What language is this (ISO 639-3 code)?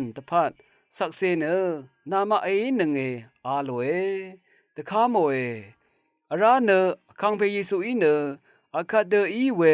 raw